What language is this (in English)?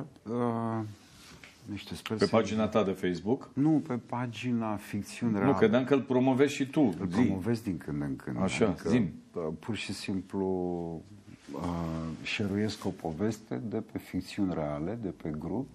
Romanian